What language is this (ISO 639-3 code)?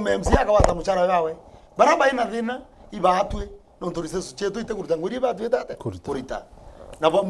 mer